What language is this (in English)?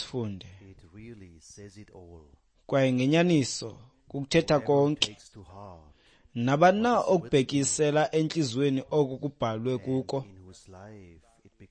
Xhosa